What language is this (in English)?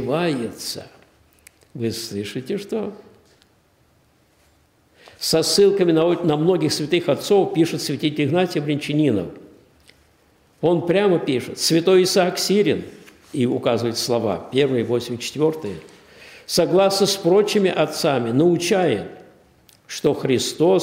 Russian